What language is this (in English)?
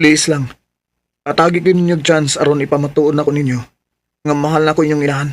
Cebuano